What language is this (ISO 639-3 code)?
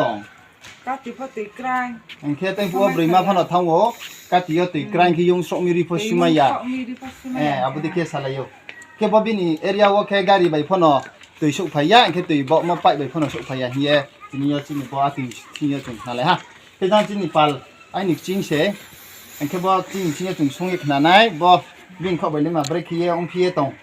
ria